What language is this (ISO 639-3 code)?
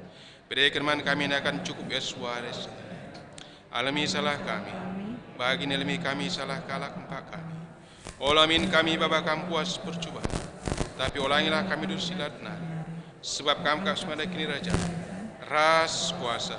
btx